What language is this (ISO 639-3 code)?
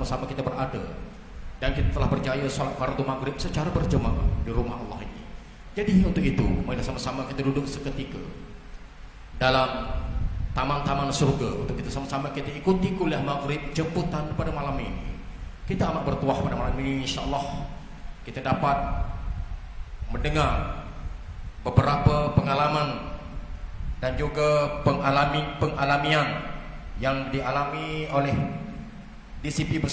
msa